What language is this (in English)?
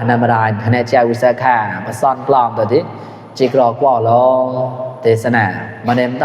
Mon